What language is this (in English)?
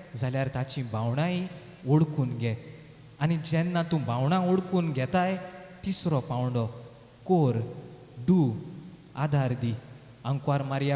Konkani